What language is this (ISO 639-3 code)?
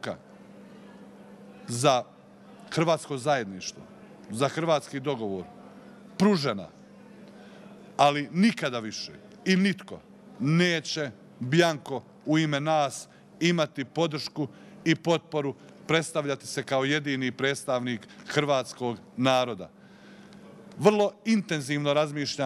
hrv